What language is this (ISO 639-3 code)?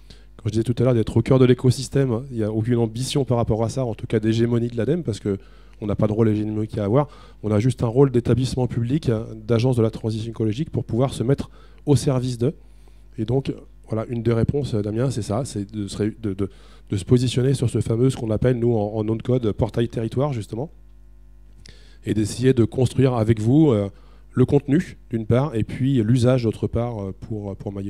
fra